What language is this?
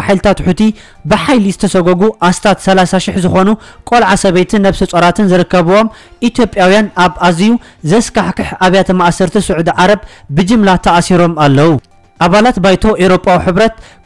Tigrinya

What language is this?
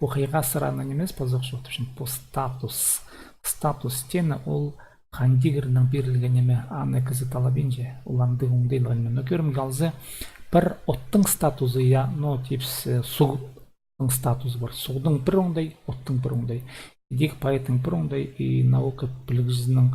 Khakas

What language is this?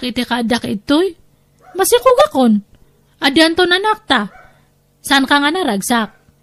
Iloko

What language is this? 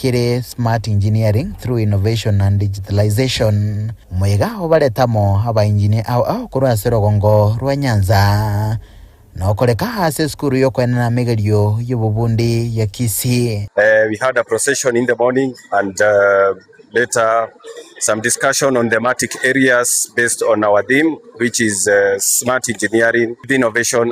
Gusii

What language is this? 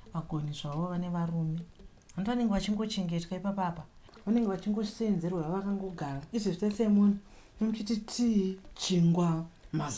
Shona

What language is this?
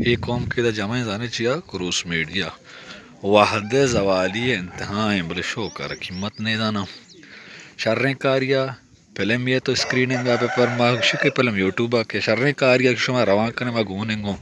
Baluchi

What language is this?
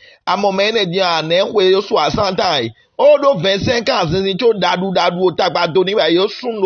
Fon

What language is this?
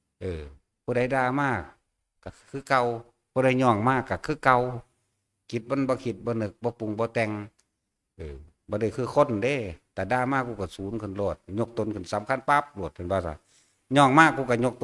Northeastern Thai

